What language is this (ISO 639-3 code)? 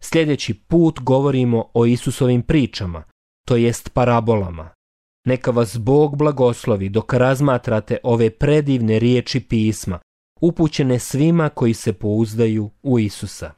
hrv